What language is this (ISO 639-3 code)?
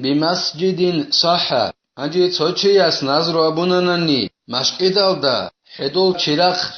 ava